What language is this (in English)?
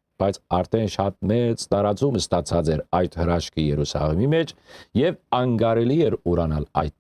Western Armenian